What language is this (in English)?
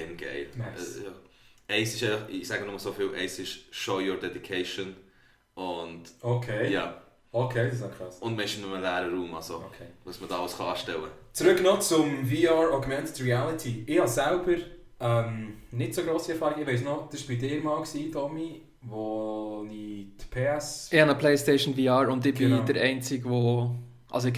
Swiss German